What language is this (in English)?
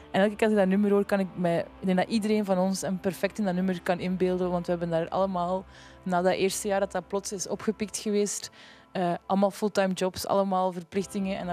Dutch